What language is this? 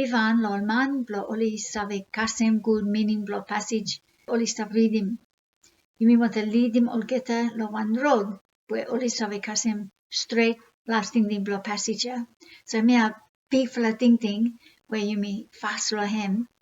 Bislama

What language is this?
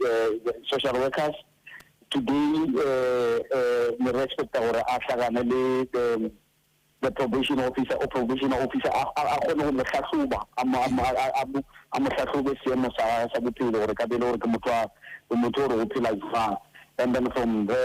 Southern Sotho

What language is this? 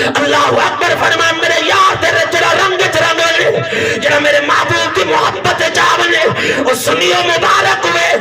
Saraiki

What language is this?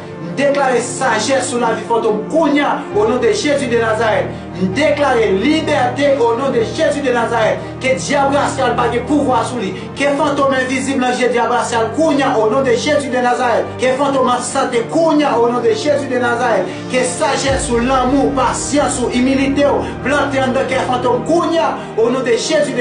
Haitian Creole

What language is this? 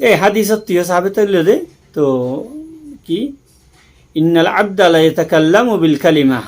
Rohingya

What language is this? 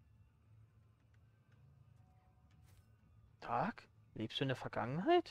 German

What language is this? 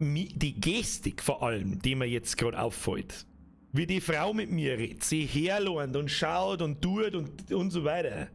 Bavarian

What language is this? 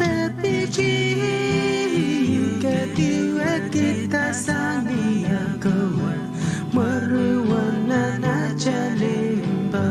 Pohnpeian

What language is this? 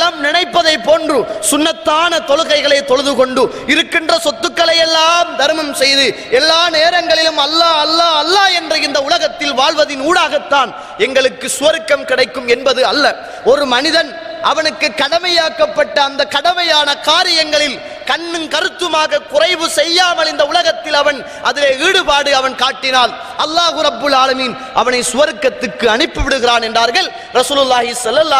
Tamil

